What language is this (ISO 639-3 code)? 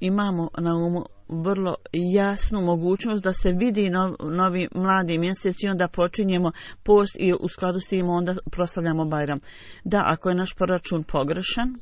bos